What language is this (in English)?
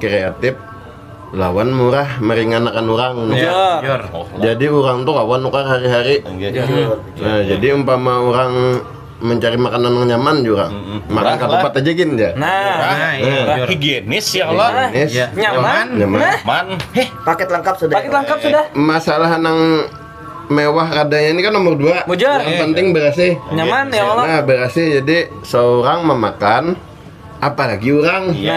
Banjar